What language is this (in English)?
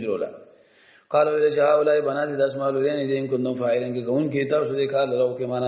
Pashto